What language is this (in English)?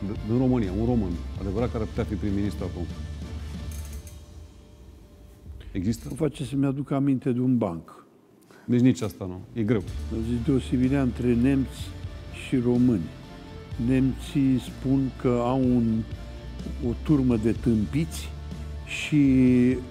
Romanian